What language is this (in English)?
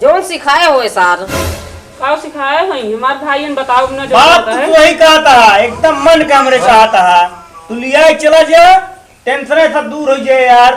Awadhi